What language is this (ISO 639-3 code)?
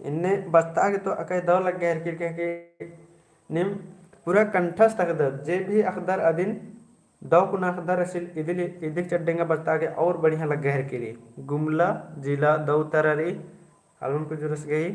kru